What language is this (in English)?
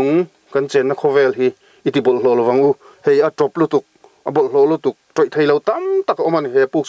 Mizo